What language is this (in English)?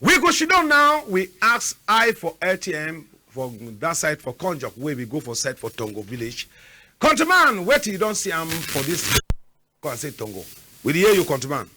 Cameroon Pidgin